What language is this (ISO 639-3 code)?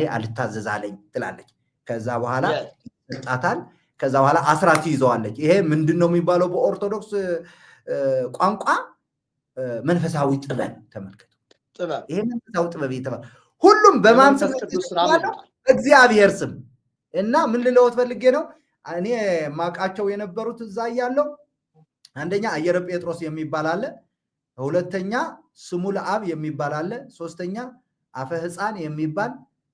amh